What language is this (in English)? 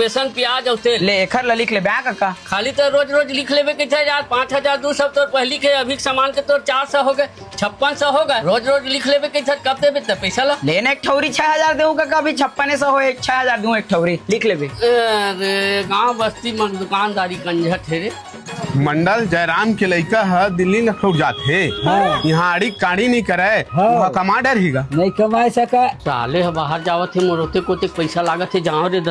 Chhattisgarhi